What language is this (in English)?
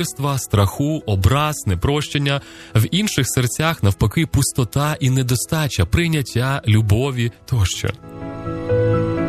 Ukrainian